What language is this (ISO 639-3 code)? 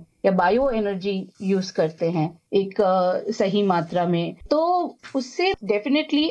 hin